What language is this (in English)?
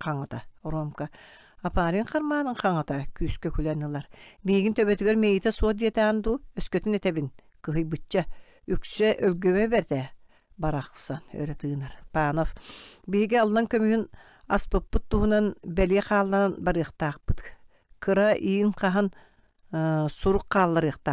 Yakut